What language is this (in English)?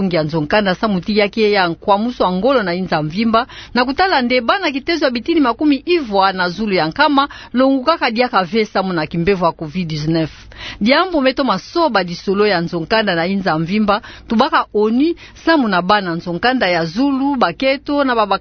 Kituba (Democratic Republic of Congo)